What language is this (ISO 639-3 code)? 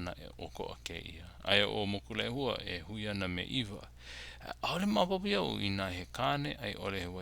haw